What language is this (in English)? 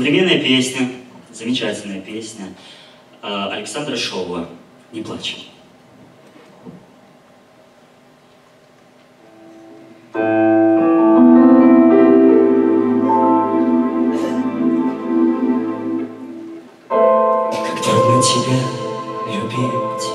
Russian